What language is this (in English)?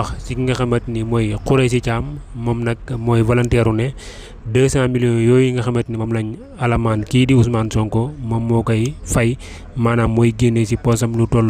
Wolof